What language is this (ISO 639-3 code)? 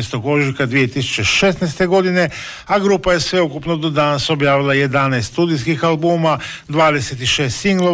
hrv